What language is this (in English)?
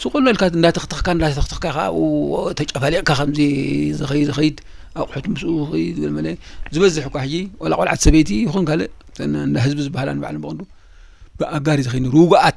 Tigrinya